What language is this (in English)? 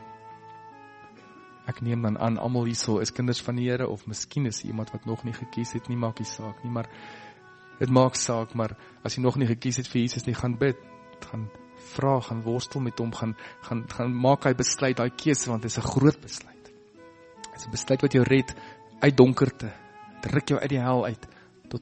Afrikaans